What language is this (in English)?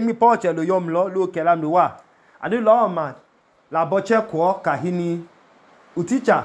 Idoma